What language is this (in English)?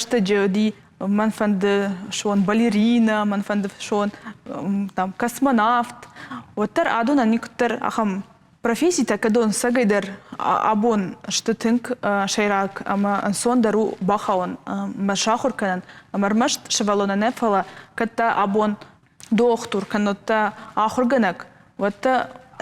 Ossetic